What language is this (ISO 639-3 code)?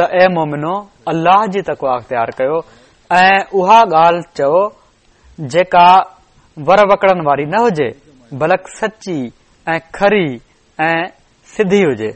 snd